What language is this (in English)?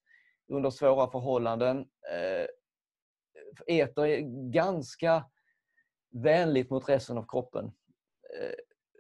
Swedish